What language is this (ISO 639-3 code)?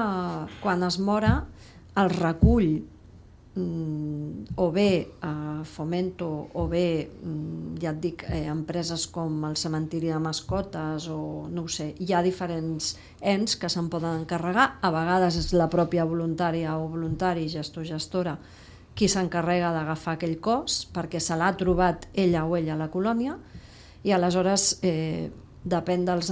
cat